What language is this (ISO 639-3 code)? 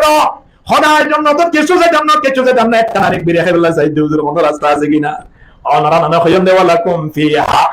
rhg